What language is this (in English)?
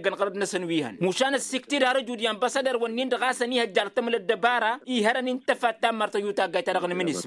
Tamasheq